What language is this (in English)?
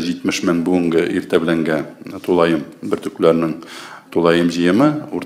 Tatar